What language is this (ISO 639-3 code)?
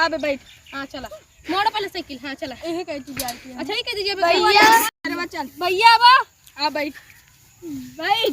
awa